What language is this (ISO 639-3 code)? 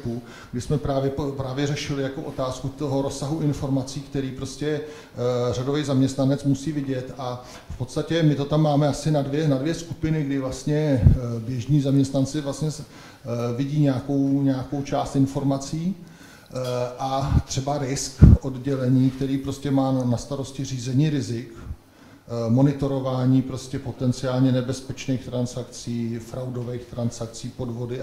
ces